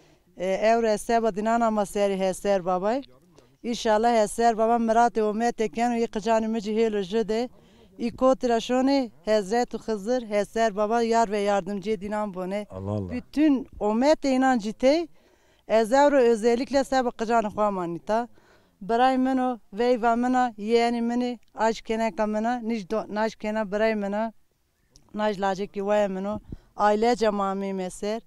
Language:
Zaza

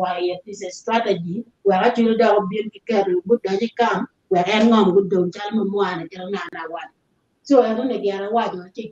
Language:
Acoli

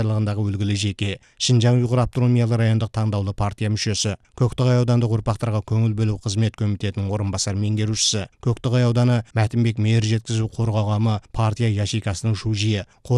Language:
Kazakh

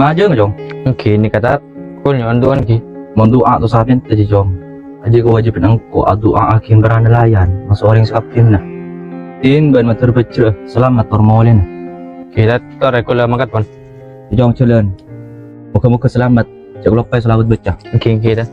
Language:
Madurese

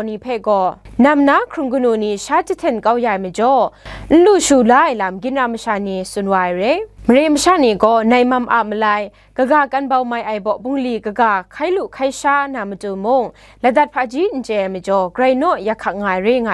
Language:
Kachin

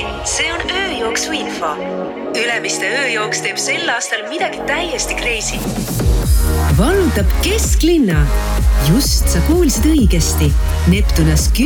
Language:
Estonian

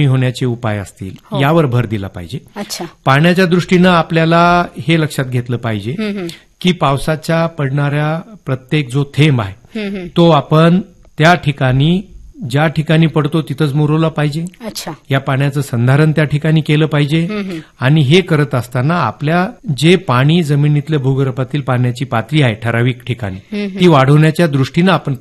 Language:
Marathi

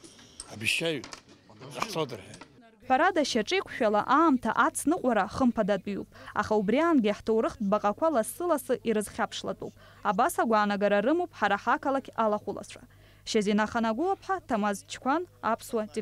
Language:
Abkhazian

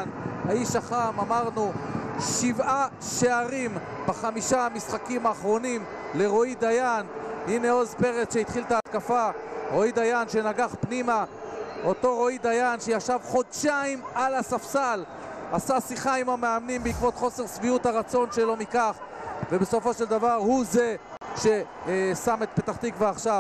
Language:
Hebrew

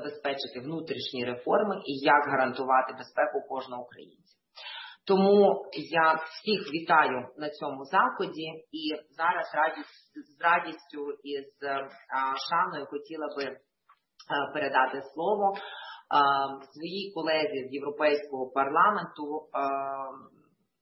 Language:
Ukrainian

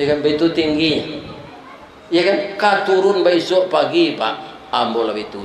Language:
Minangkabau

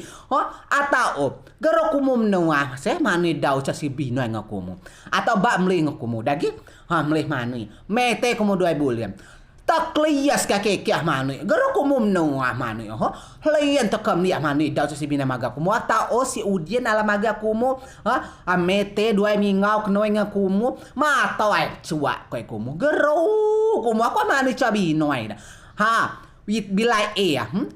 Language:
Rejang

